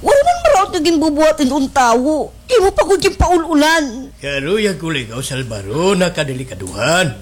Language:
Waray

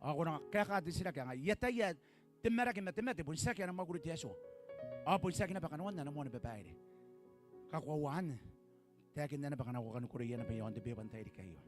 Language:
Gilbertese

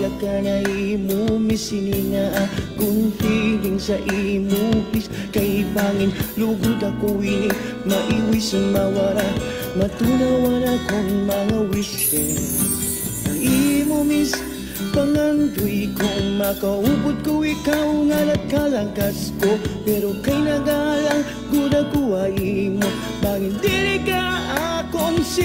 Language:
Waray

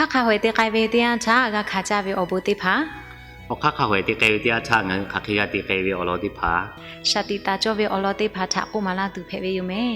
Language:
Lahu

